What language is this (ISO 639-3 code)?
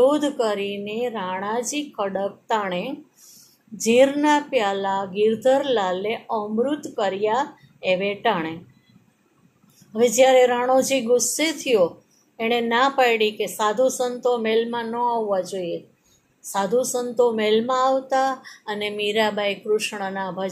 guj